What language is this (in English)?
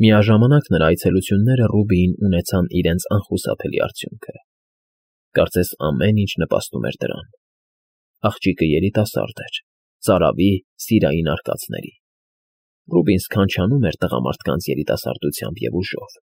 Armenian